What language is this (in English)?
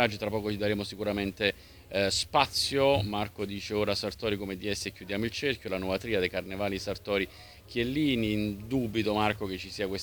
Italian